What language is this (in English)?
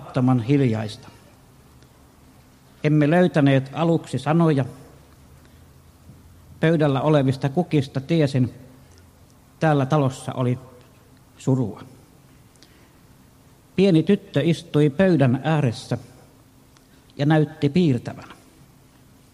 Finnish